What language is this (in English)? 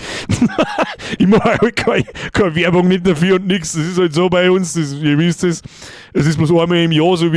Bavarian